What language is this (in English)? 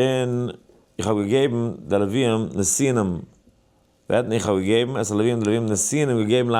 Yiddish